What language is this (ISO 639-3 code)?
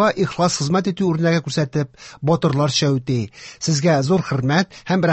tat